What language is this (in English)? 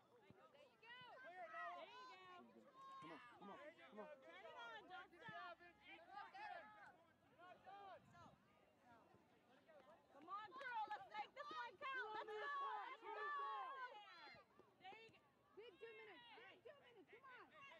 English